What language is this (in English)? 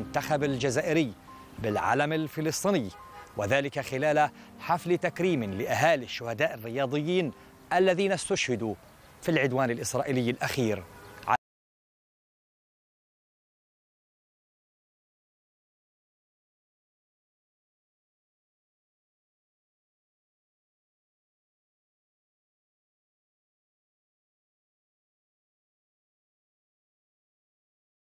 Arabic